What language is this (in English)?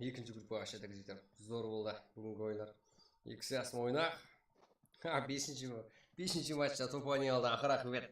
Kara-Kalpak